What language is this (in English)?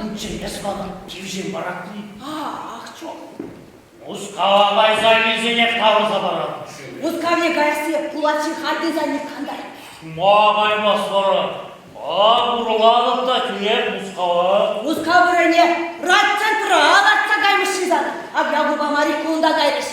Chuvash